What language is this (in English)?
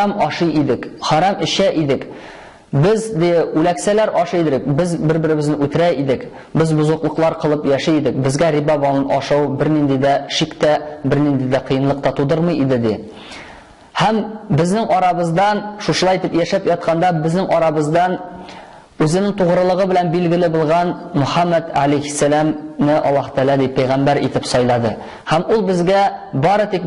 Tatar